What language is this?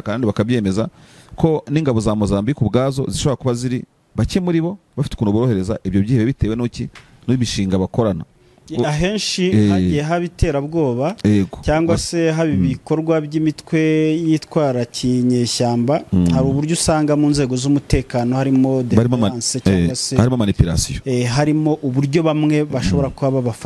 Kinyarwanda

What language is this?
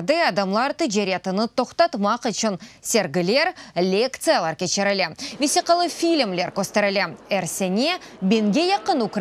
Crimean Tatar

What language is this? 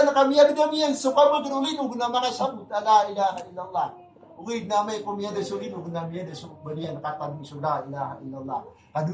Maranao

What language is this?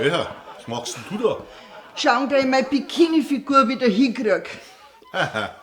Bavarian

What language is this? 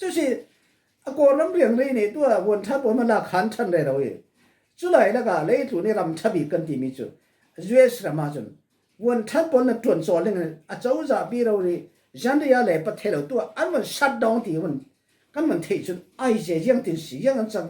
Falam Chin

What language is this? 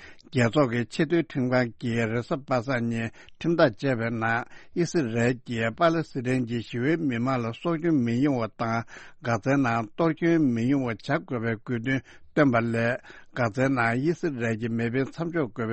Tibetan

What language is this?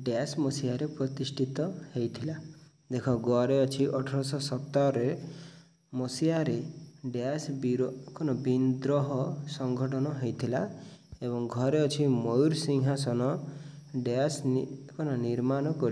Odia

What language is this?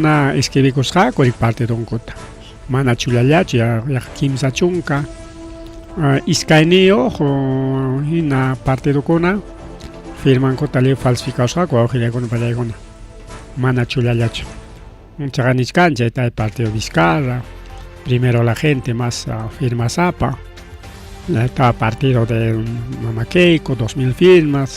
Ayacucho Quechua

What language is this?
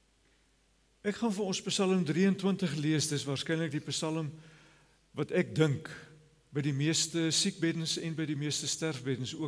Afrikaans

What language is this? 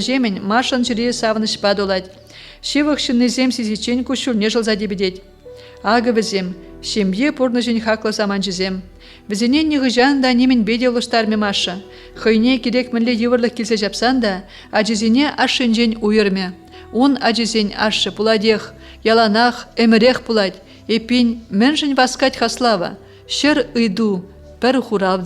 Chuvash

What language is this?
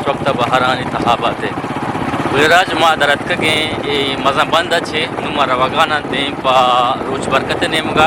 Eastern Balochi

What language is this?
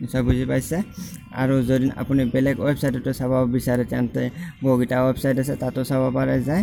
Assamese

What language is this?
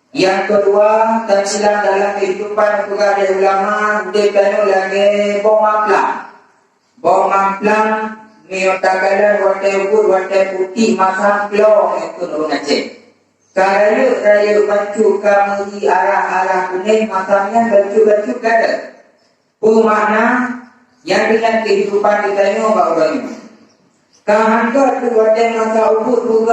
Achinese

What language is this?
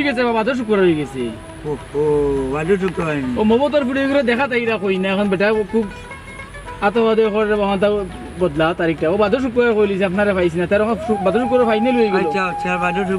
Sylheti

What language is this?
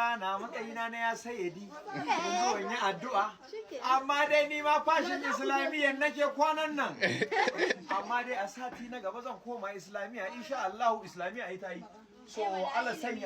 Hausa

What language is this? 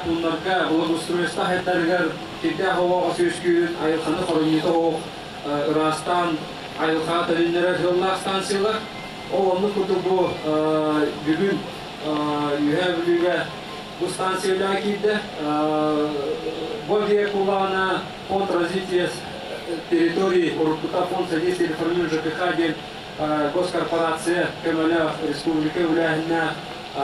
Yakut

